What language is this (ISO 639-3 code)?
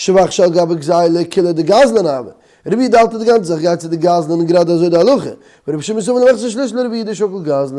yid